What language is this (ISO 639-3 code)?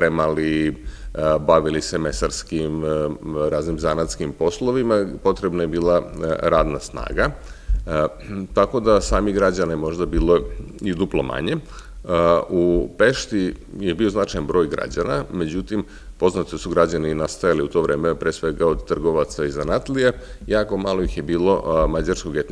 srp